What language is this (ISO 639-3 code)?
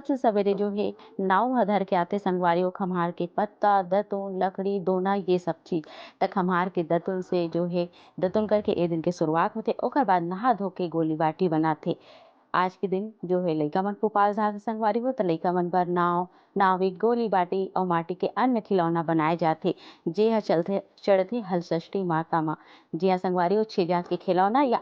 hne